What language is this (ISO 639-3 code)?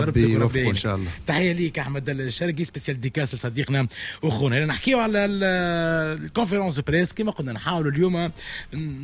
aeb